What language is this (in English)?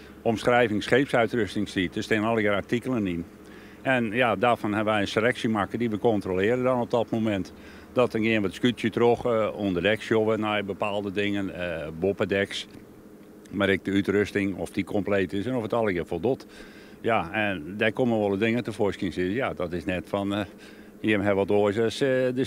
Western Frisian